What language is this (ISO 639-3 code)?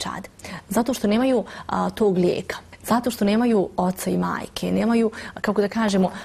bos